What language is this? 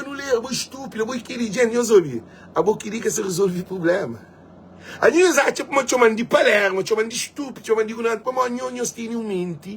Kabuverdianu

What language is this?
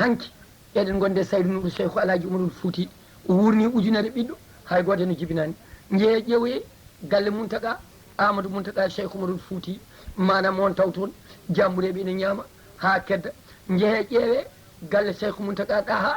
Fula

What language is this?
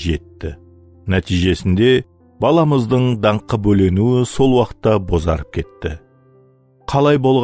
Kara-Kalpak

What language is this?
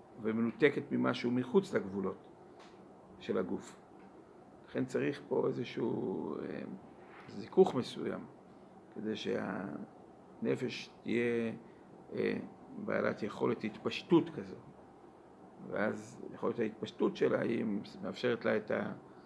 Hebrew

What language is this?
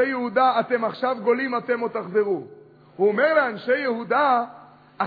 Hebrew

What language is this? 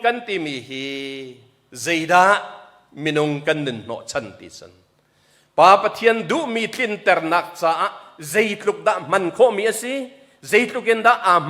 Hakha Chin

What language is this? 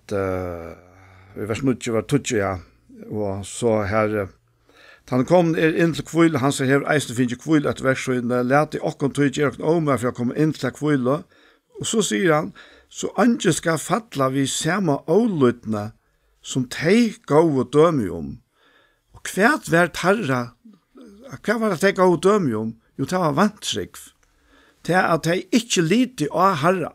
Faroese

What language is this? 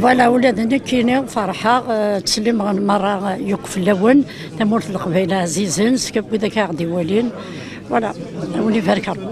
Kabyle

